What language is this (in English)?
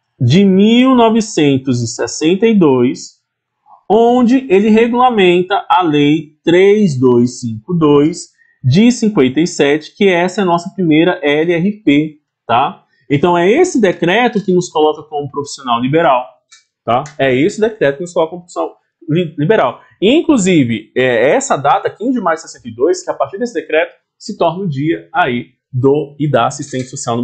Portuguese